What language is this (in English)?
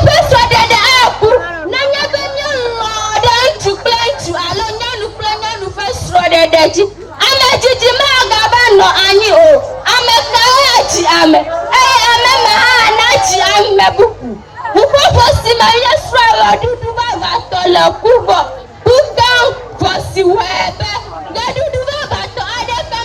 Ewe